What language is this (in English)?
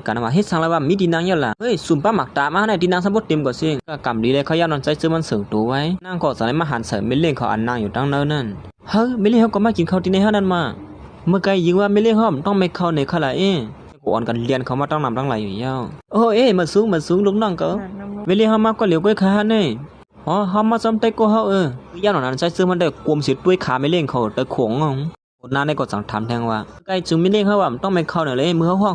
Shan